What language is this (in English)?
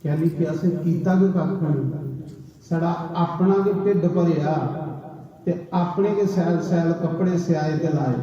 Dogri